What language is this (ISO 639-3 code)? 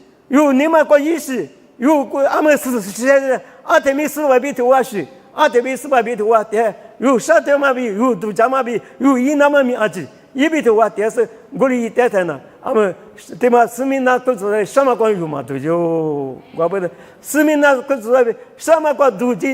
lis